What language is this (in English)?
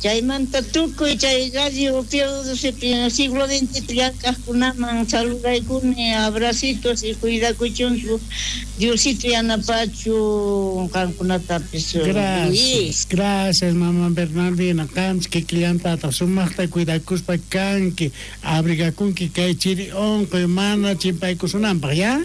South Bolivian Quechua